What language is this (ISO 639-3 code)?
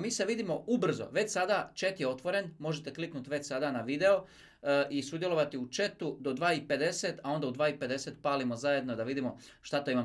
hrv